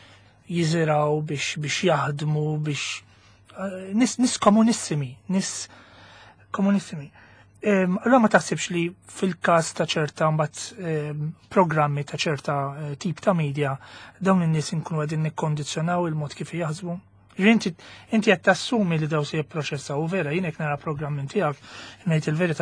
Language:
Maltese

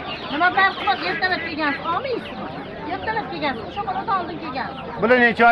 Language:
Uzbek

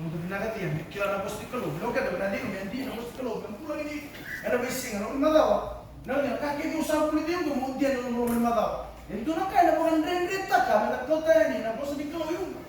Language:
Fijian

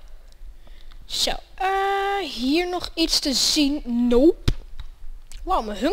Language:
Dutch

